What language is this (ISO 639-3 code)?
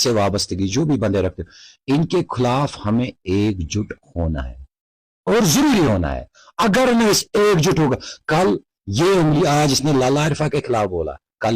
kas